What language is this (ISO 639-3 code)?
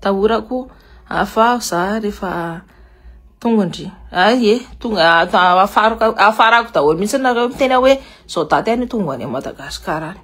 mlg